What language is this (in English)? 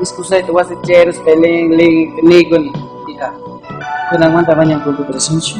Ayacucho Quechua